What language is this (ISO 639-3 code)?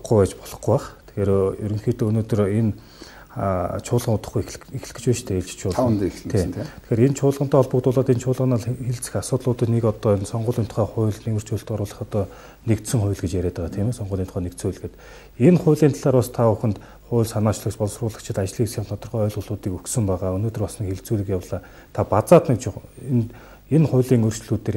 mon